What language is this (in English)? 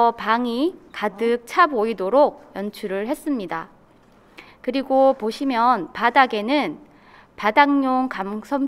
Korean